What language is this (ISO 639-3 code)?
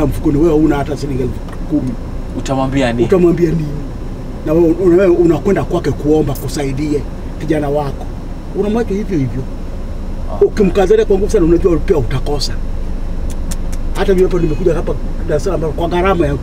swa